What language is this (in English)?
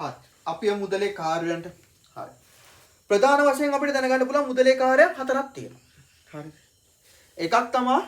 Sinhala